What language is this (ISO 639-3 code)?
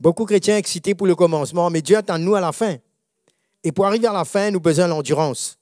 mfe